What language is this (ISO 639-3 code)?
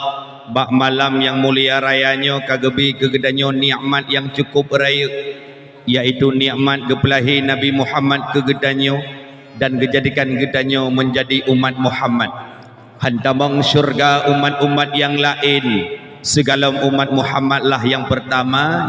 ace